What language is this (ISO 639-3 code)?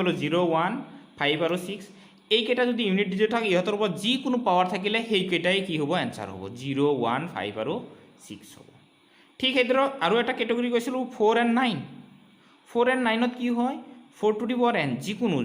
asm